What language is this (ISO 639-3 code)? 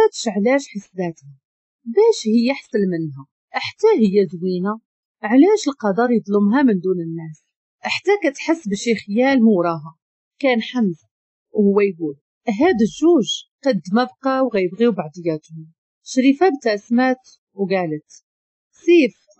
ary